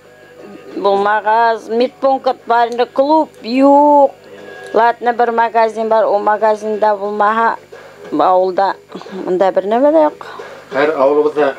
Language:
Bashkir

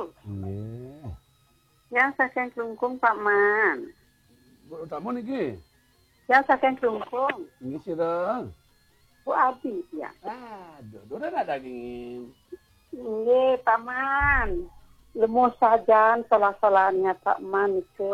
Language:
Balinese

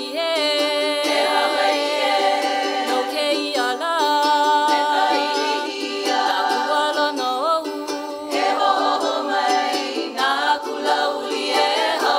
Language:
Hawaiian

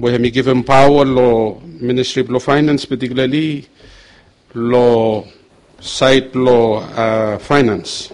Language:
Bislama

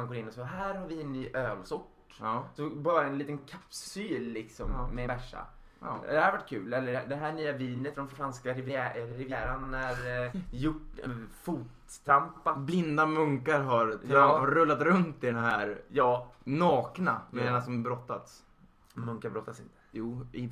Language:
Swedish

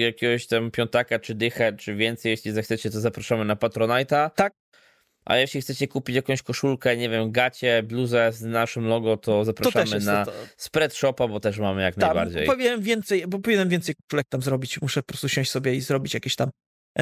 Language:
Polish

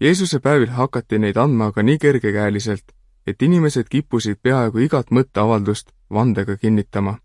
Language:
Estonian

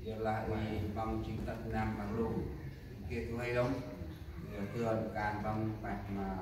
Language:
Central Mnong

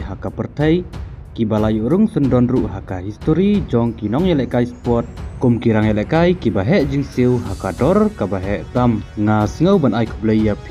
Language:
Khasi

